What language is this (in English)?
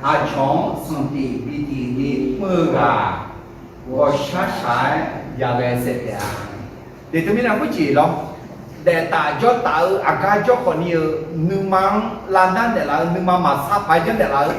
Akha